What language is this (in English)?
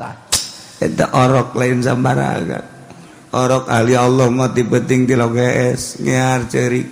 Sundanese